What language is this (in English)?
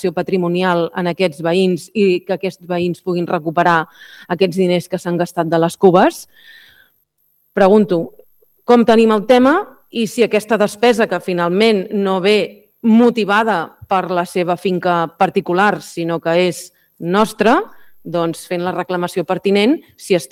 Catalan